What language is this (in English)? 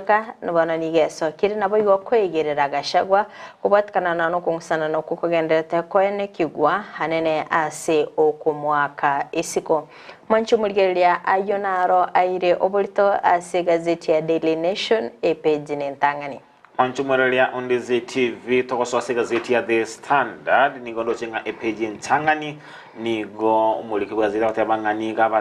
Gusii